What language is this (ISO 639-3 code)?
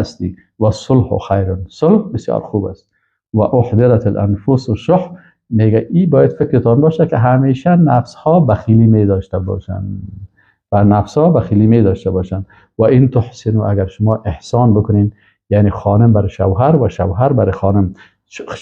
fas